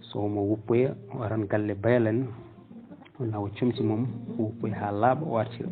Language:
Fula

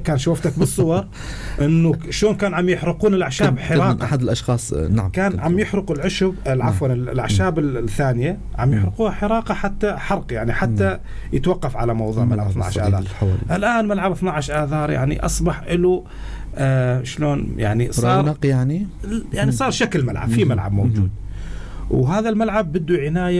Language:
North Levantine Arabic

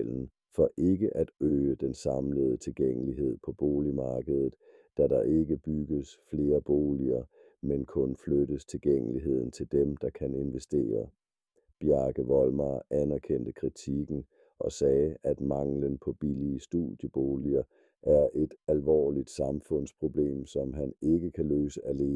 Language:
Danish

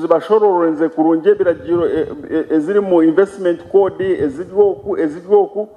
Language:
Nyankole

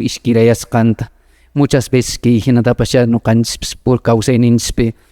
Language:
Quechua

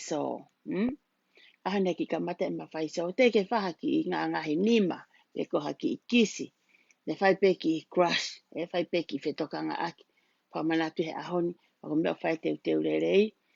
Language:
Tongan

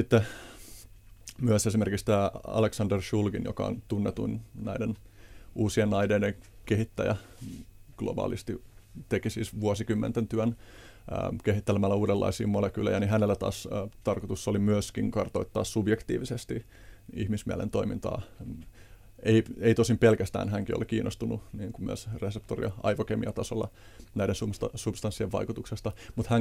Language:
Finnish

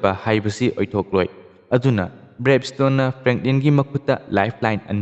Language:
Manipuri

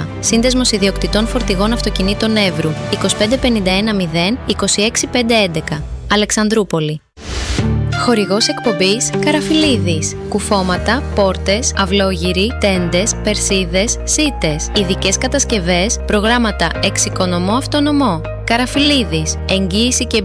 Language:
Greek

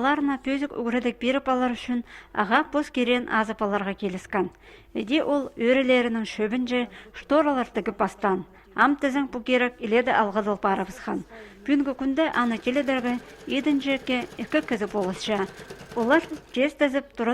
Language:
Khakas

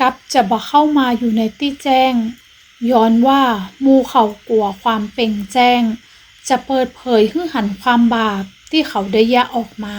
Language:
Northern Thai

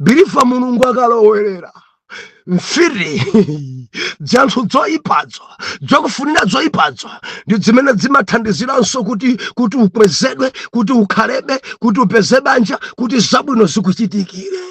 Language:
Nyanja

